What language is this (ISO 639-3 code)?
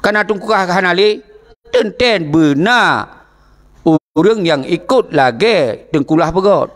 ace